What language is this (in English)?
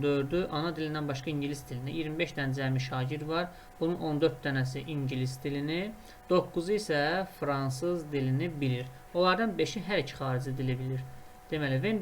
Azerbaijani